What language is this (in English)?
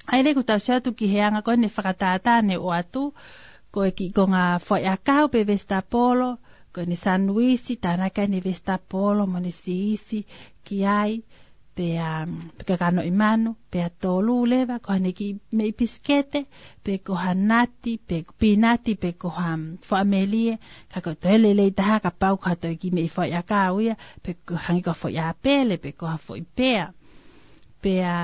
Tongan